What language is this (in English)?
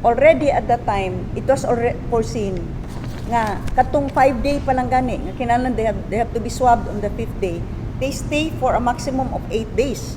Cebuano